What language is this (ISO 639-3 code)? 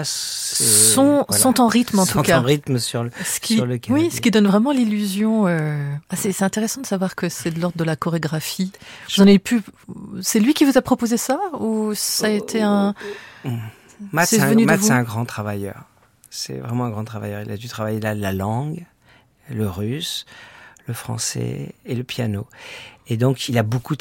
fra